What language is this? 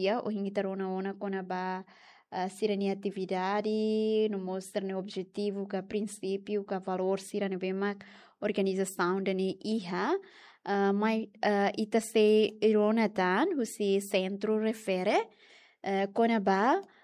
Tetum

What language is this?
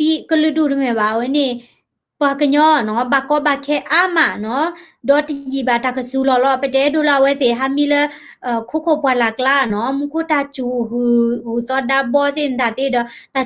S'gaw Karen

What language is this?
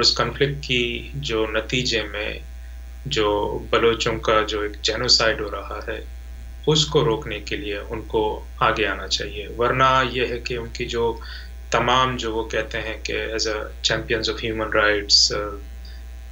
Urdu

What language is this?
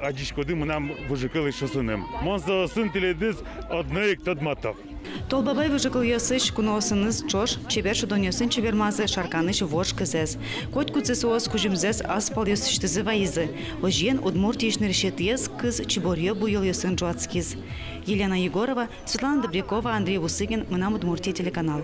Udmurt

